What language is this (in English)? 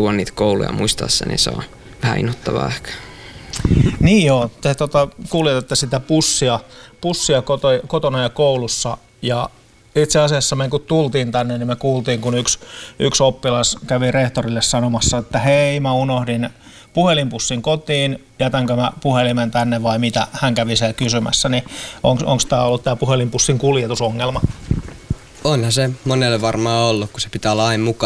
Finnish